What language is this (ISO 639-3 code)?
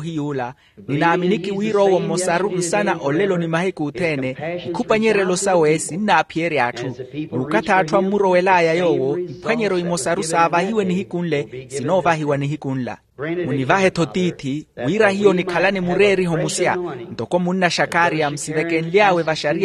vmw